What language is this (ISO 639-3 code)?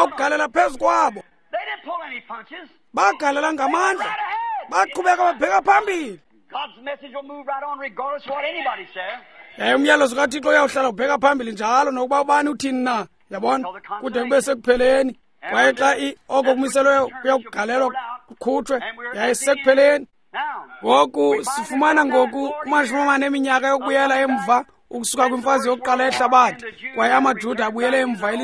xho